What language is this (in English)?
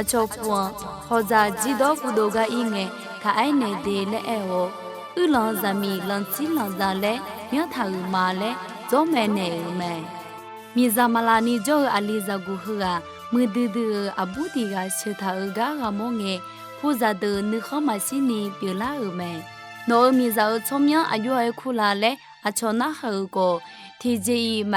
Akha